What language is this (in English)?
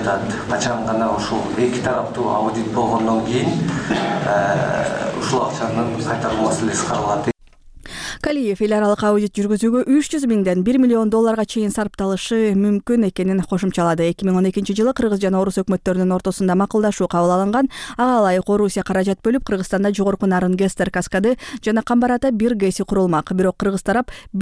Kyrgyz